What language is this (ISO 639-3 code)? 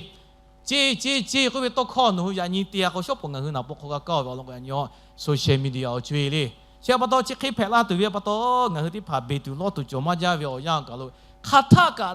lhu